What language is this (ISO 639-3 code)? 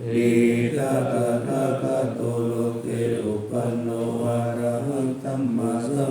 pli